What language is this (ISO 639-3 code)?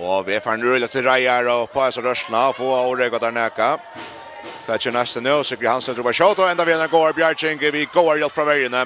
fao